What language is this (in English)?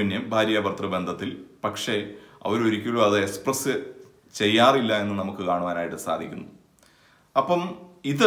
Malayalam